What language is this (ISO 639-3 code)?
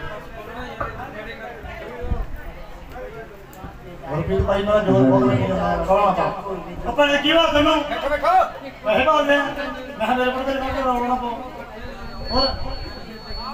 pan